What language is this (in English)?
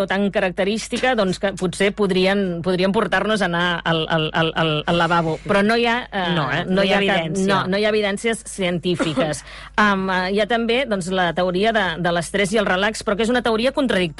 Catalan